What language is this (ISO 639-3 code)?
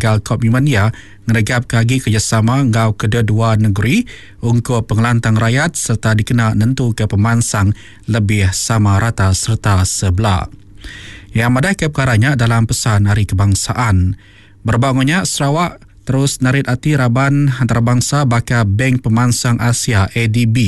iba